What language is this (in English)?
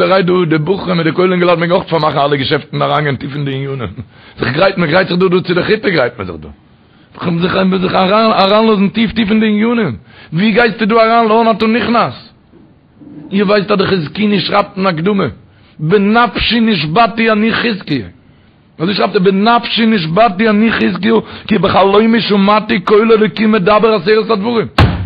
Yiddish